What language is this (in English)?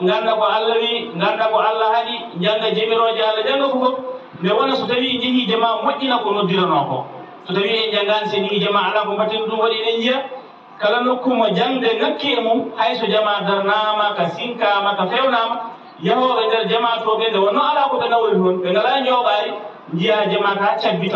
Fula